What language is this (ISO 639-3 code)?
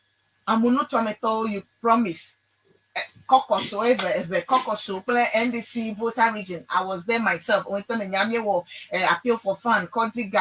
ewe